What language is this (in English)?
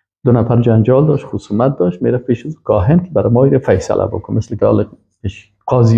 Persian